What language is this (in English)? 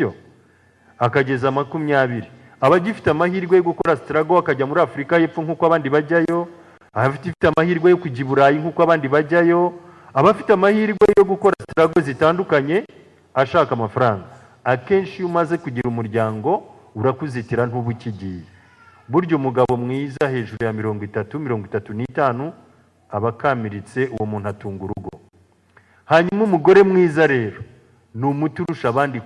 Kinyarwanda